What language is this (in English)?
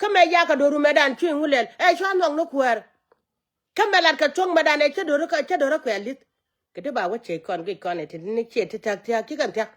Nuer